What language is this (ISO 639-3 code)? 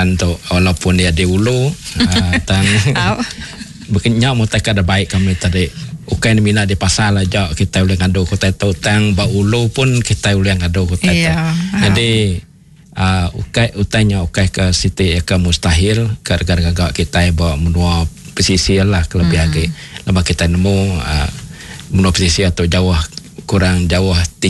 iba